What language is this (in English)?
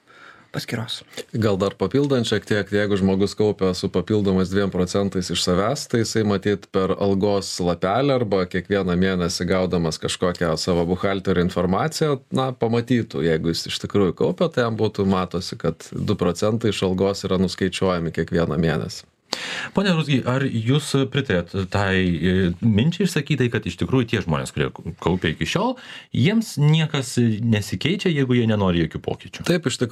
Lithuanian